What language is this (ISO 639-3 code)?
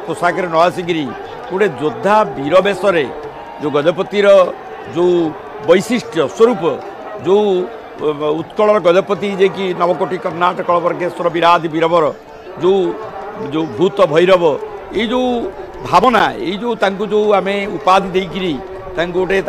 ori